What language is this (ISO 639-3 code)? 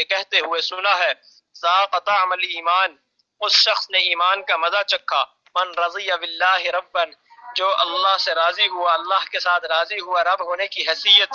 urd